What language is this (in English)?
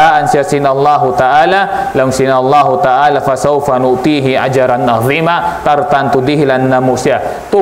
Tausug